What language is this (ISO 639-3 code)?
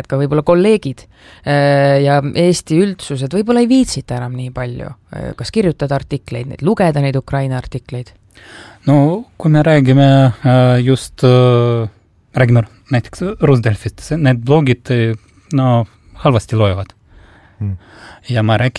est